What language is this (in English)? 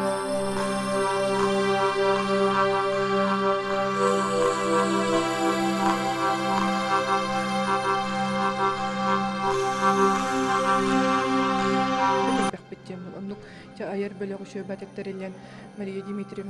Yakut